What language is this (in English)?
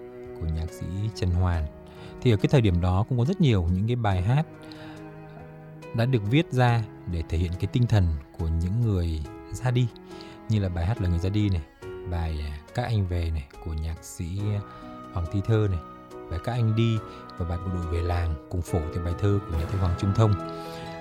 Vietnamese